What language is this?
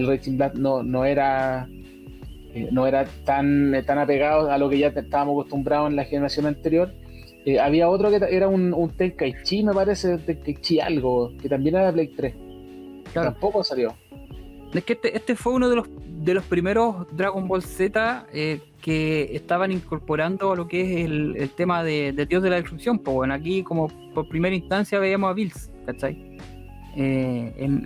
Spanish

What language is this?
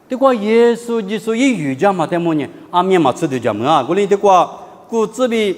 Lisu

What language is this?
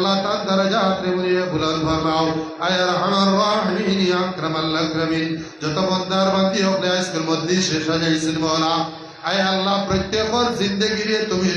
Sylheti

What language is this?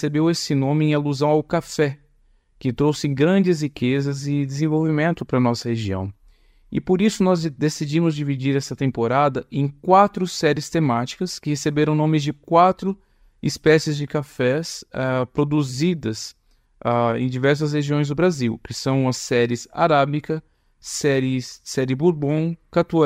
Portuguese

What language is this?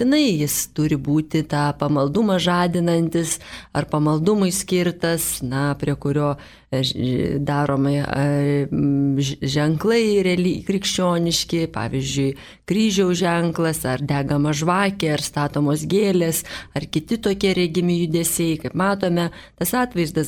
Lithuanian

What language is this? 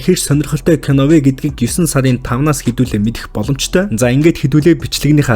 Mongolian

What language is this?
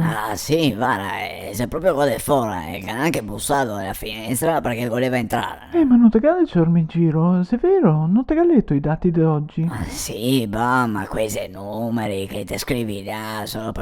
Venetian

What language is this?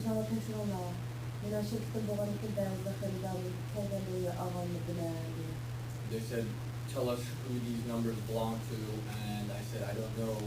Uyghur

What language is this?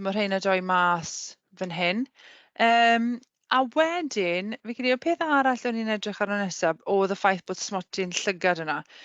Welsh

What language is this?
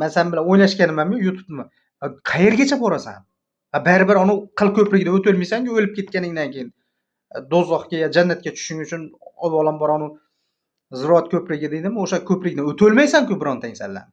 Uzbek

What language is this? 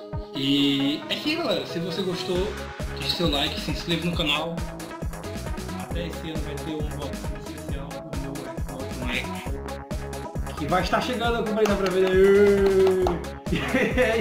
Portuguese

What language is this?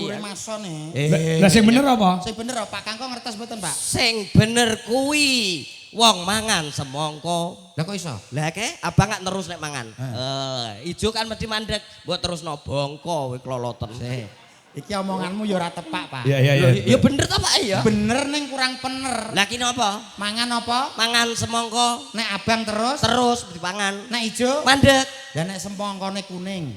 Javanese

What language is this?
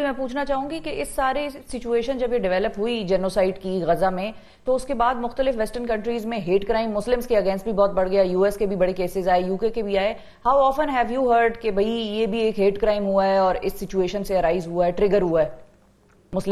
Urdu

